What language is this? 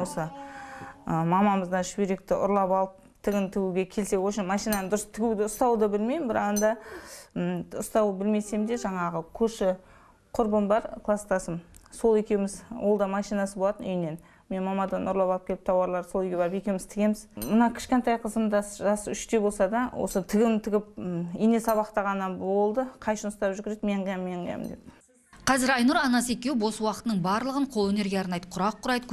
Kazakh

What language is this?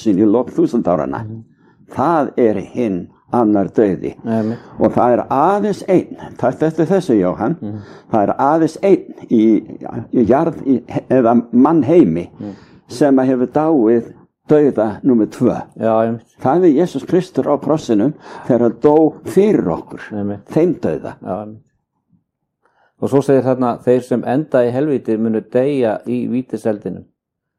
Icelandic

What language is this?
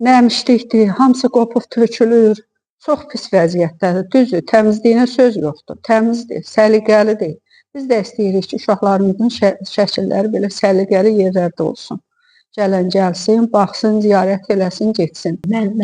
Azerbaijani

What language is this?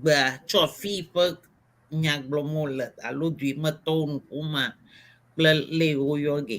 Ewe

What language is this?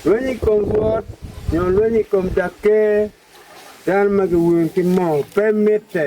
Acoli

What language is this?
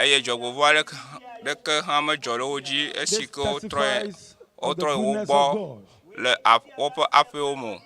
Ewe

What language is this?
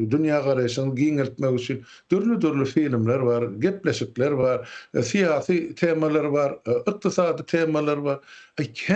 Turkmen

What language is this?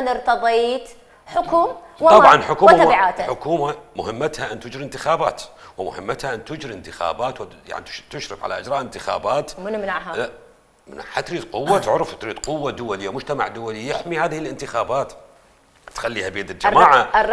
Mesopotamian Arabic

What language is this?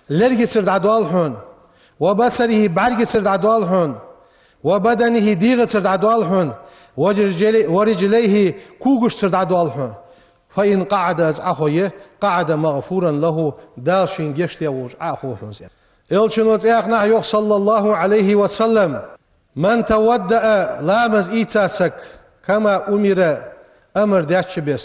Ingush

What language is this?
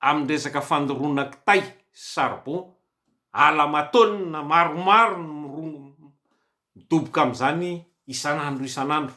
Malagasy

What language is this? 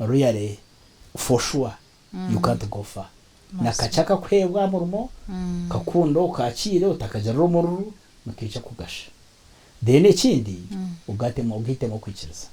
Nyankole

